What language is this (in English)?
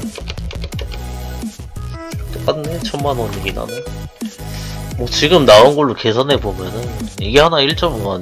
Korean